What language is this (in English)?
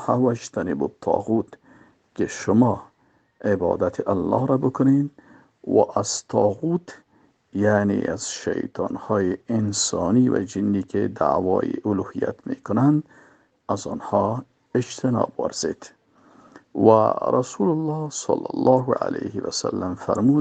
Persian